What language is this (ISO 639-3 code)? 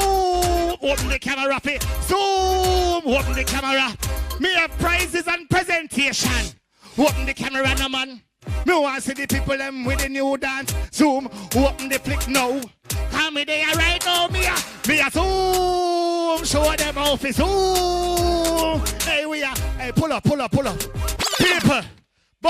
jam